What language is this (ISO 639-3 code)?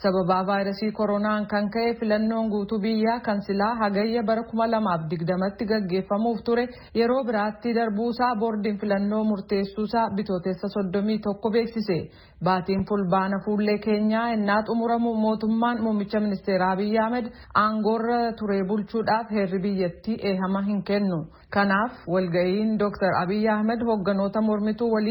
orm